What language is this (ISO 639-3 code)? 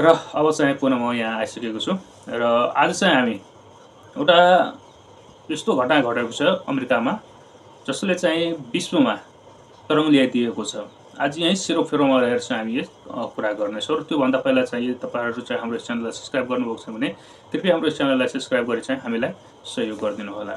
nep